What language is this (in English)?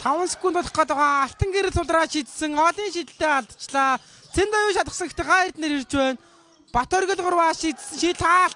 Mongolian